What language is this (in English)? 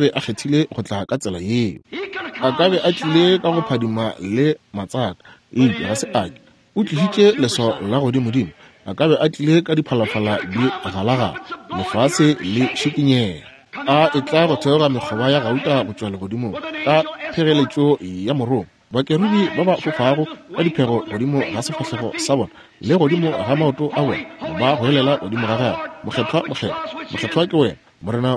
Northern Sotho